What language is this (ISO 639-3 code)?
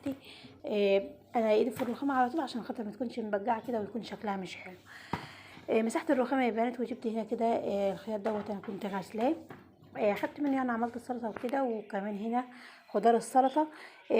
arz